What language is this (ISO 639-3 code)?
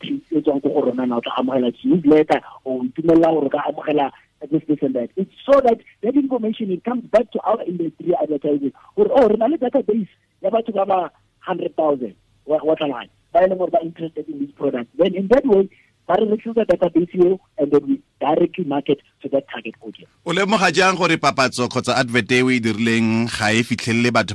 tsn